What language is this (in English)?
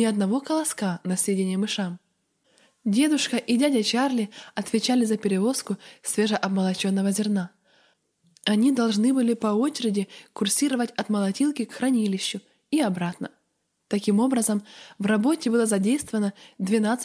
Russian